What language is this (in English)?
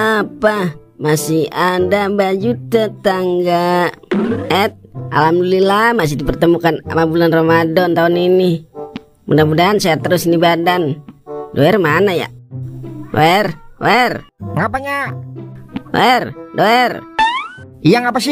Betawi